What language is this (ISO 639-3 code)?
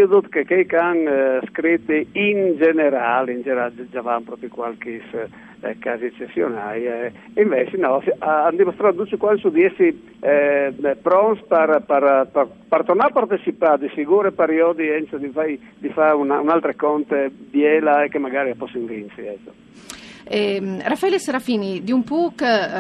fur